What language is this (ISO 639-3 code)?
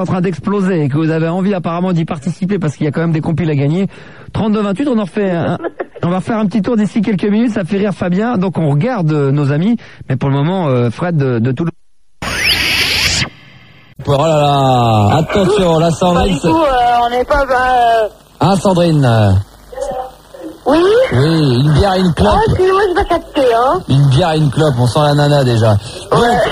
fra